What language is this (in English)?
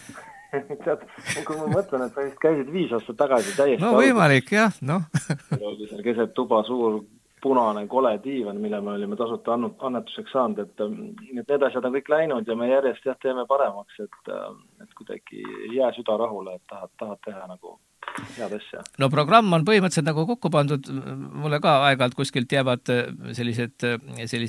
Estonian